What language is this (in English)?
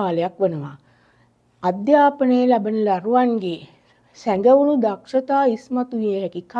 Sinhala